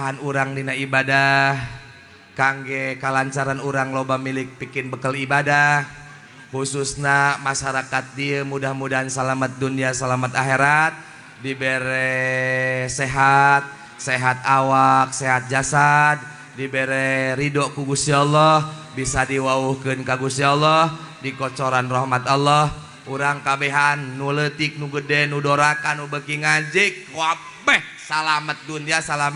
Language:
Sundanese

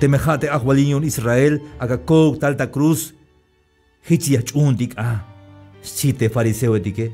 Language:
Tzeltal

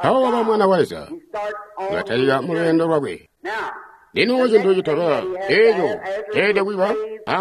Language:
Tonga (Zambia)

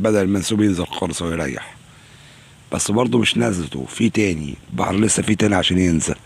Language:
Egyptian Arabic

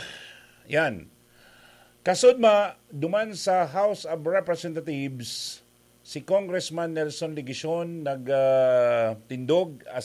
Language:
Bikol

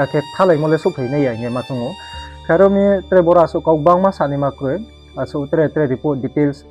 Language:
Riang (India)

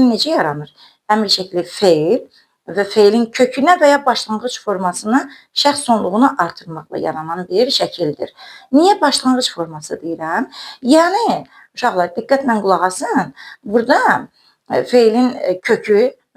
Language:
Azerbaijani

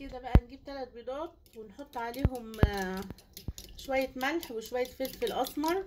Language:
Egyptian Arabic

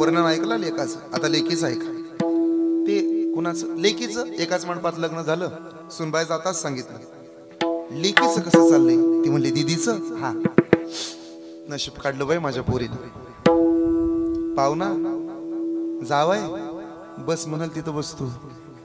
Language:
Marathi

